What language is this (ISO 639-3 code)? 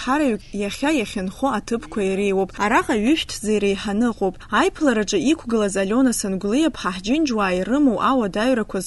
abk